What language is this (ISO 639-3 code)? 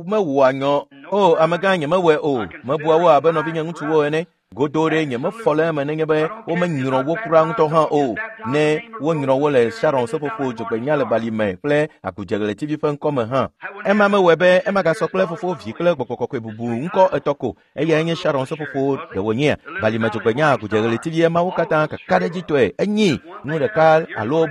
ewe